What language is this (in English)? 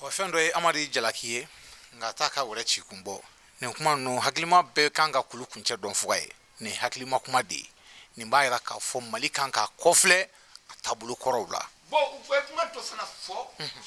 Bambara